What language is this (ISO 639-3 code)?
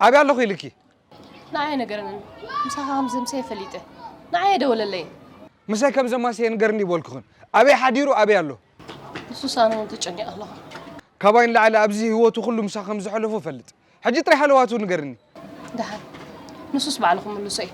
tir